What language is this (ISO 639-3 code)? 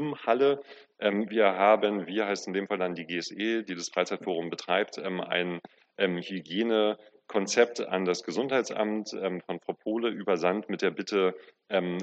deu